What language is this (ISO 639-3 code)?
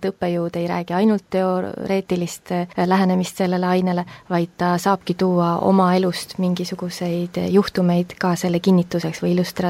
est